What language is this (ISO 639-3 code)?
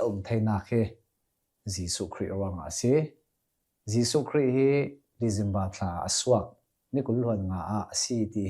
cnh